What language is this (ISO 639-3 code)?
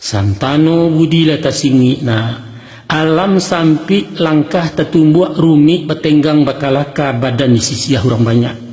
min